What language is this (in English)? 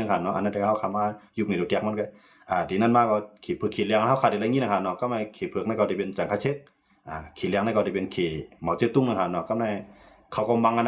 Shan